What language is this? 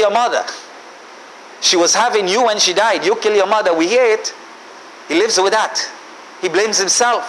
English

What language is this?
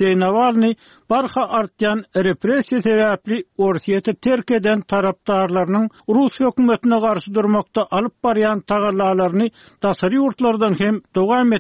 Turkmen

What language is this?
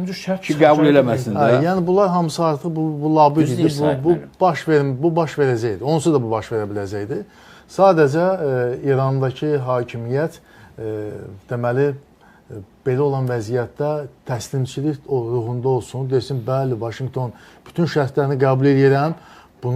Azerbaijani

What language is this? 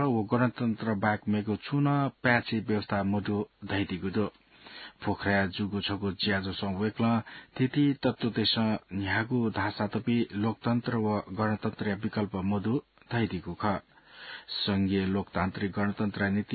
Newari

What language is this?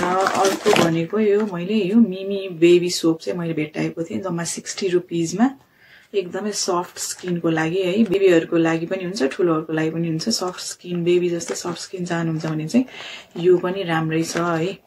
Nepali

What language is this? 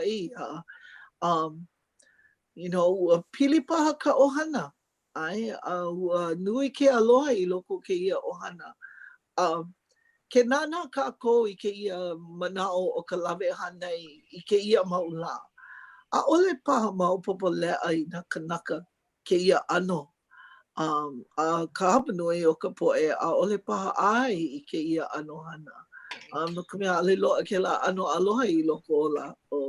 Hawaiian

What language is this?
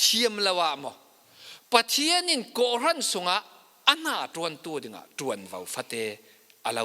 Falam Chin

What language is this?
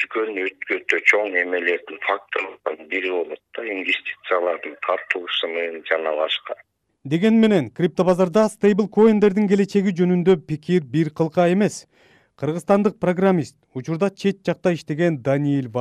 Kyrgyz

